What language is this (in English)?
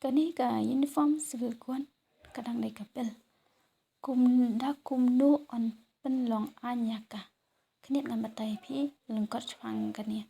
Khasi